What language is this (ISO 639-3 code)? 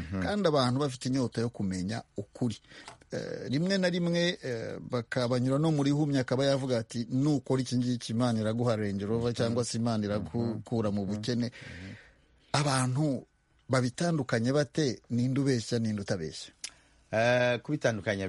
kin